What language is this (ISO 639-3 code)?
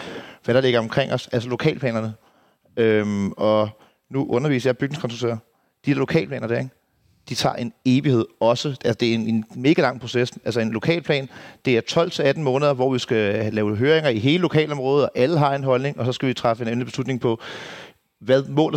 dan